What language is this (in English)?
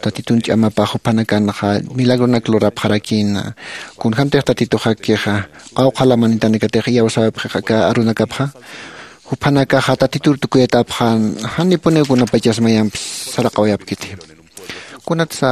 Aymara